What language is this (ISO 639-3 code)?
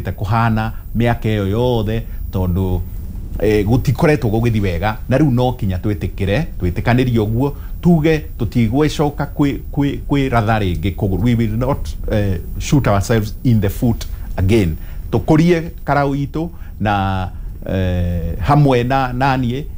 kik